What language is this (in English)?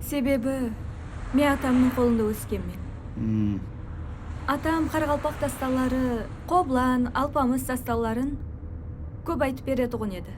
Kara-Kalpak